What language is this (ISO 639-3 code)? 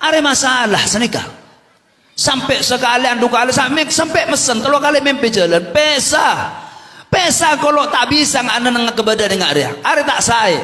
mad